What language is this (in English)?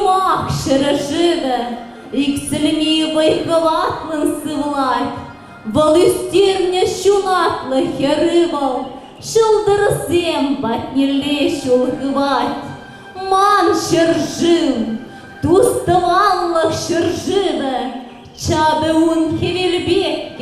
Chuvash